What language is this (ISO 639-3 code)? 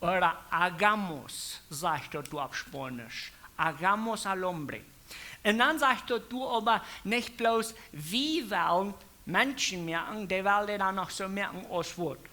pdt